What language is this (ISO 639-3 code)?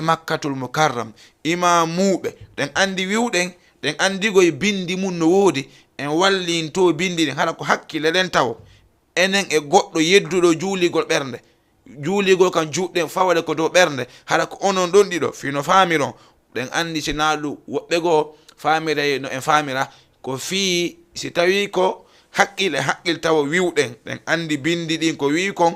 ful